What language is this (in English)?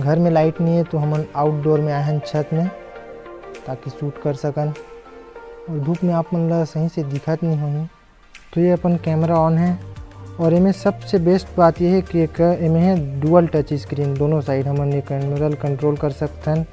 Chhattisgarhi